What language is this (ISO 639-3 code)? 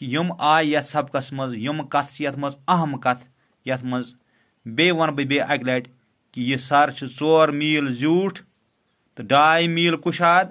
kas